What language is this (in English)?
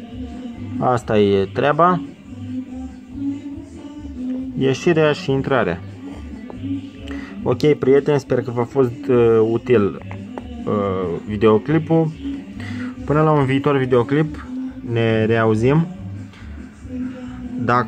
Romanian